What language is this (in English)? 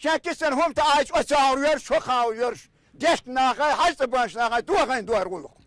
Chechen